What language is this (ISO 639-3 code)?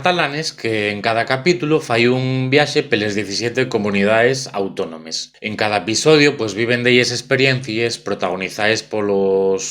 ast